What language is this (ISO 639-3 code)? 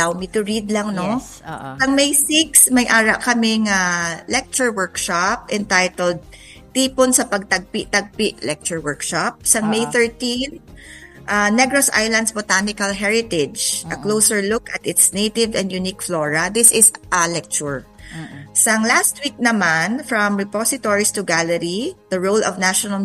hil